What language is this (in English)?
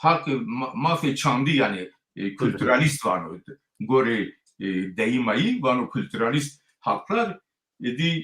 Zaza